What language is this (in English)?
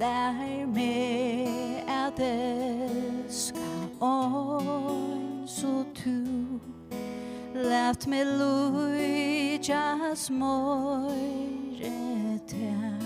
Faroese